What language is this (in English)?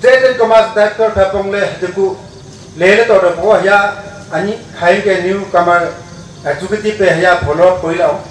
Wancho Naga